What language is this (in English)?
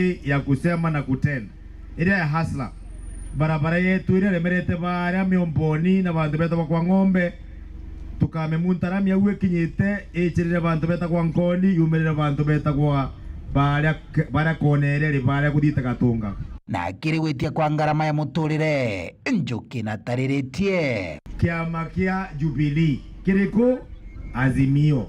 Meru